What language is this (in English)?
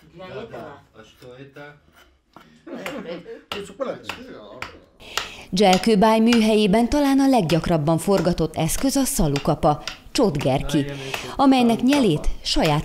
Hungarian